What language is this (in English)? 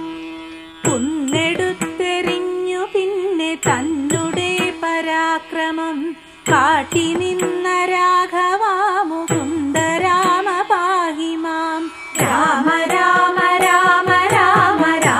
Malayalam